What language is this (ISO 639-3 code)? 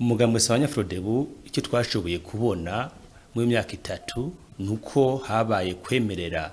run